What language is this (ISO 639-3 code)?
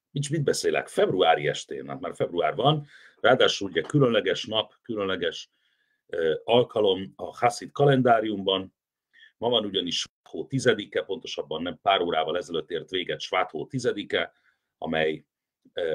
hun